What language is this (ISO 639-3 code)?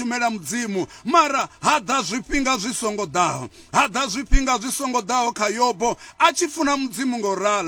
ven